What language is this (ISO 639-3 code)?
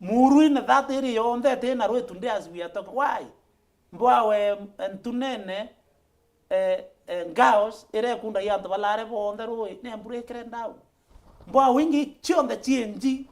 mer